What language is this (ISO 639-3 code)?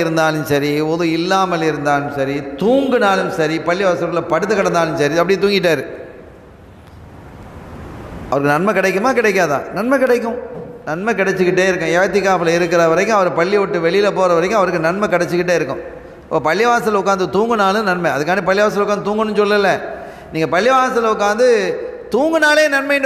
tam